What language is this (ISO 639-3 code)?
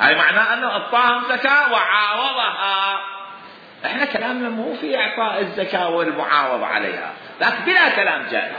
acm